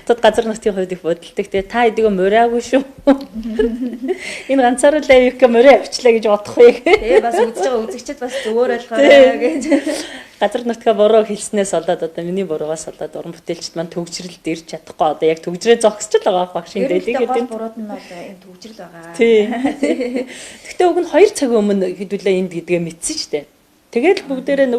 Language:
Mongolian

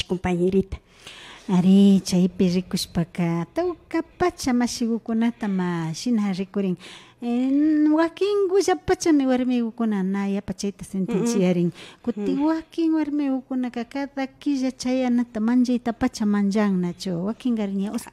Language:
Imbabura Highland Quichua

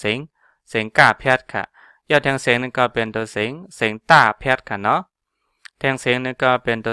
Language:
Shan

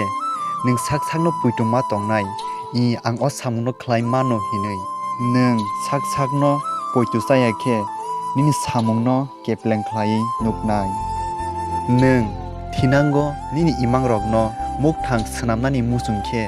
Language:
Kok Borok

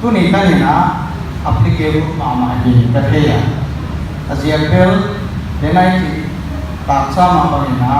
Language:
Paite Chin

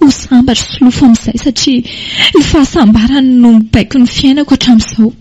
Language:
Malagasy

